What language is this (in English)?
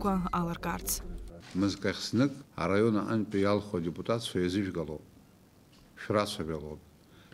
Abkhazian